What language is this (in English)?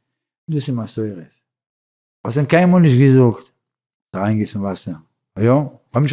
Yiddish